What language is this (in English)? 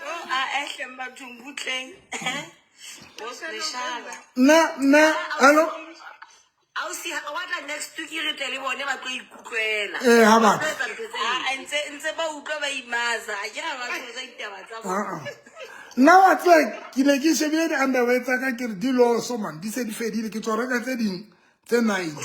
Southern Sotho